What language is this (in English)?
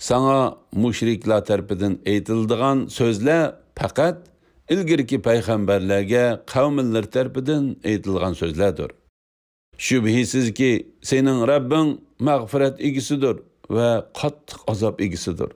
Uyghur